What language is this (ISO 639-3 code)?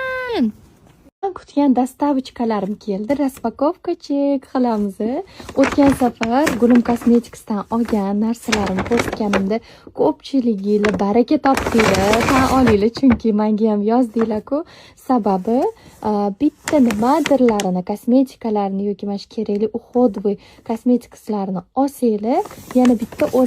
uzb